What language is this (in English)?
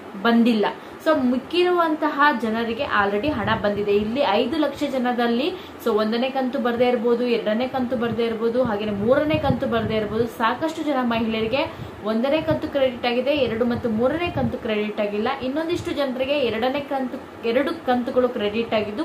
Kannada